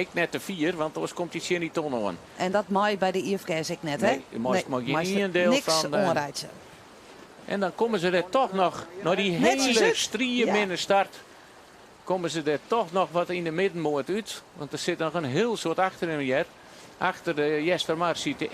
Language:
Western Frisian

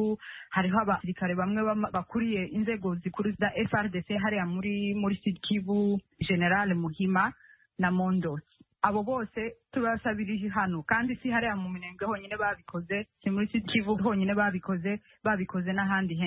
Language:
Kinyarwanda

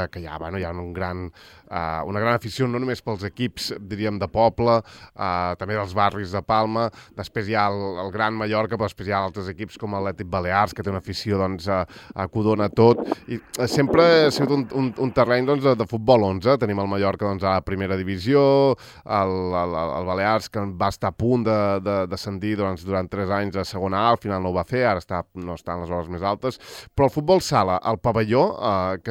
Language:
Catalan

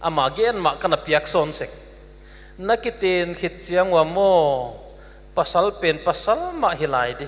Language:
Paite Chin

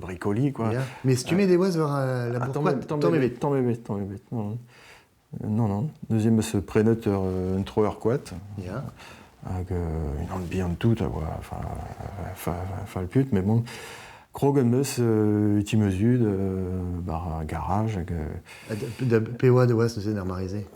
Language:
Breton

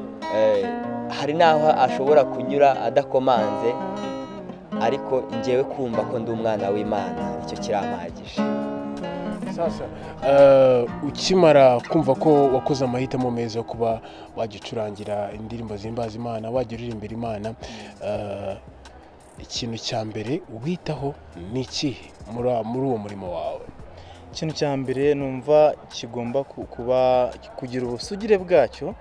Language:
Kinyarwanda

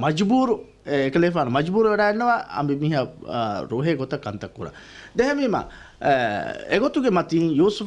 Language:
Divehi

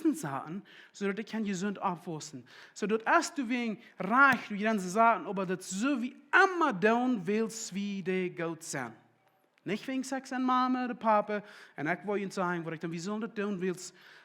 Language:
Plautdietsch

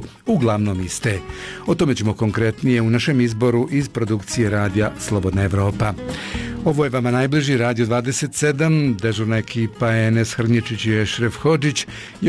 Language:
Bosnian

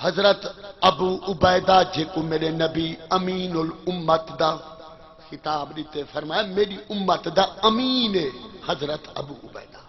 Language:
Saraiki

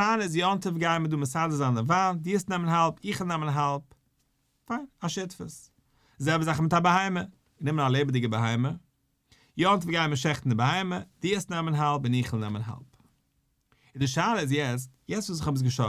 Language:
Yiddish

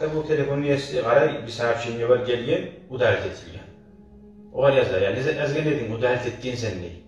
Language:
Kumyk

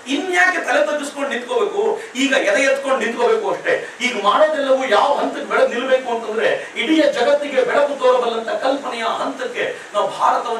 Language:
Kannada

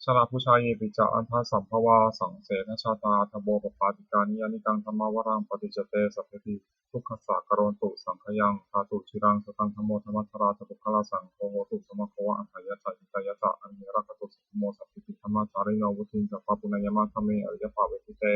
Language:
Pali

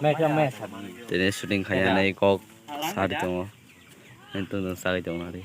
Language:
Kok Borok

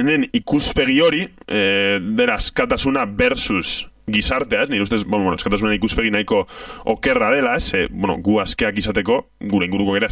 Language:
Basque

